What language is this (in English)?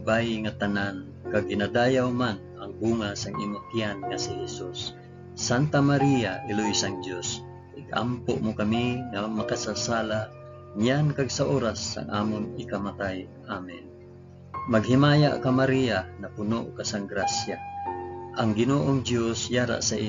Hiligaynon